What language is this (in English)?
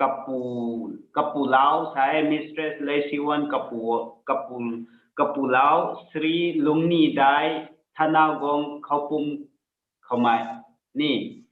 Rongmei Naga